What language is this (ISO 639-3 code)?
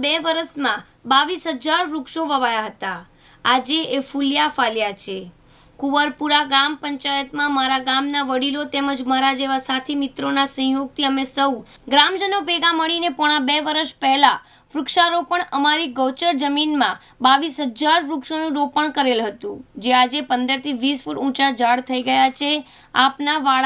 guj